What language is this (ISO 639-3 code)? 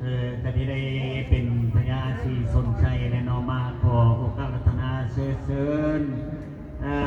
lao